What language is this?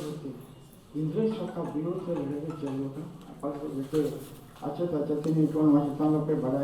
Santali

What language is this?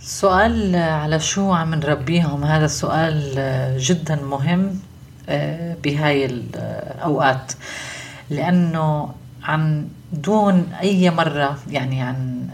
North Levantine Arabic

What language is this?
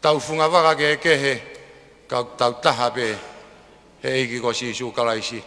Tongan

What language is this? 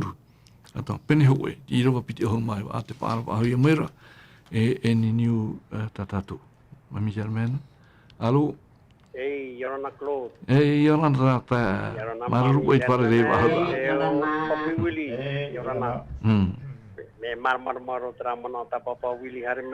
Tahitian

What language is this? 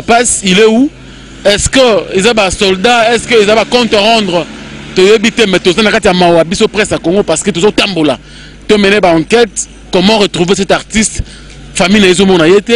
Lingala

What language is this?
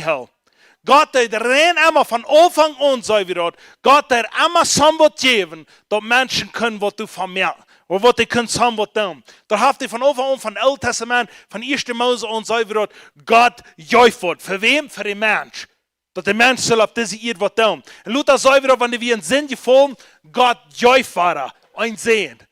Plautdietsch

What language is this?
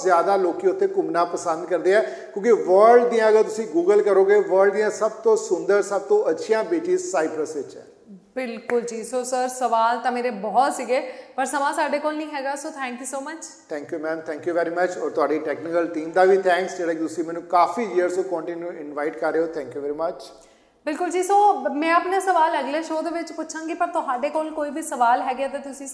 Punjabi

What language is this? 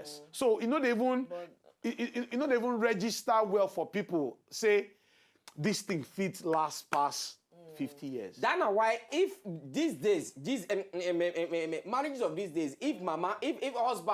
Nigerian Pidgin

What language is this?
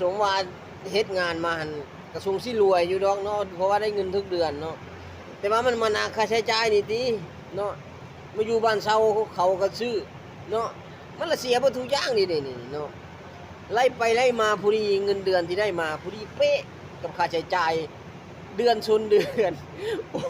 Lao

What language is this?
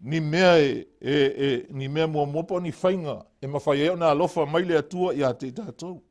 Samoan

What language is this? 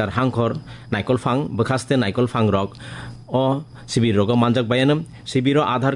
Kok Borok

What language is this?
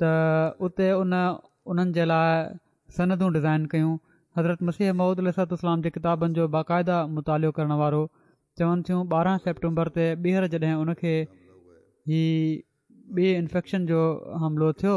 Sindhi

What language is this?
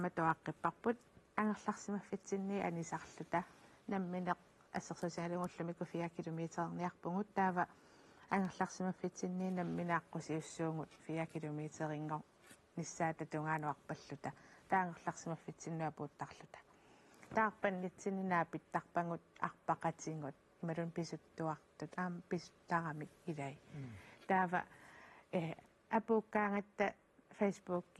Kalaallisut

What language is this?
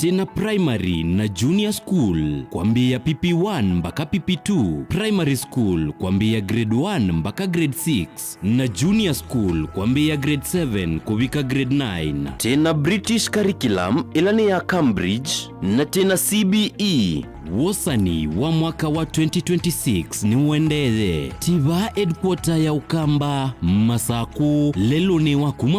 Kamba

